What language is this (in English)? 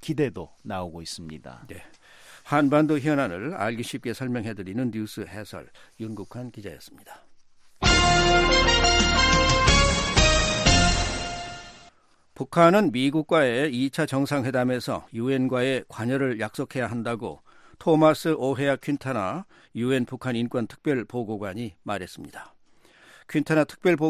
Korean